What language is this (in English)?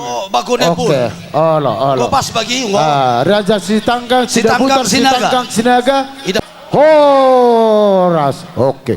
Batak Toba